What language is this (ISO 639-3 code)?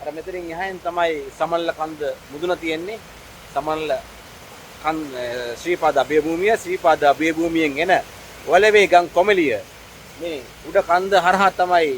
sin